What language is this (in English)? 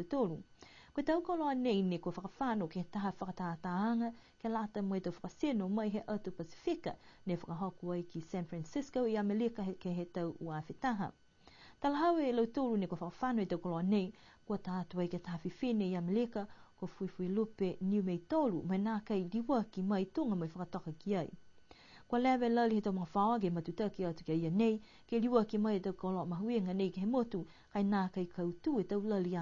Niuean